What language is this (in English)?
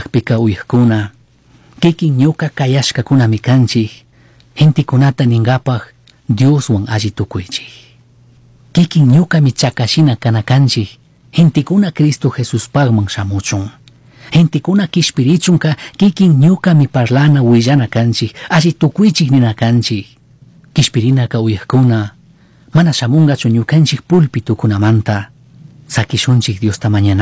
Chimborazo Highland Quichua